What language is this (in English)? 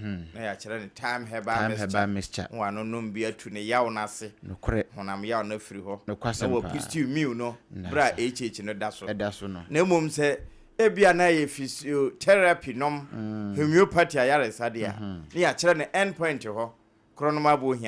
Akan